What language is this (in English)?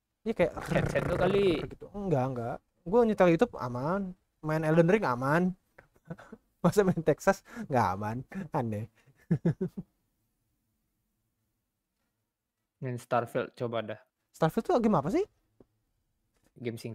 Indonesian